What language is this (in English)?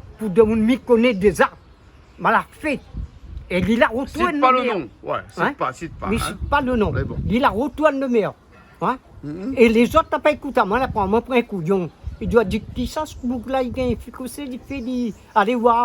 Réunion Creole French